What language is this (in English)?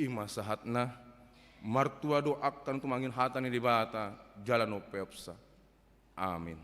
Batak Toba